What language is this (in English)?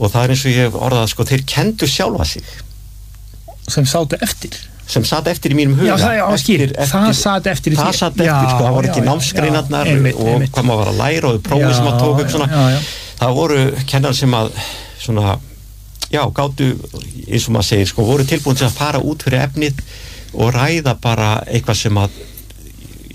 Icelandic